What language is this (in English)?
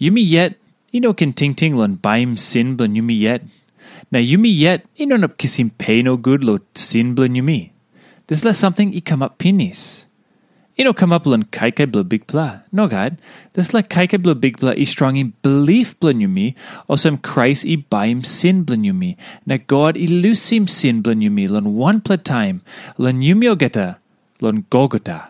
Tok Pisin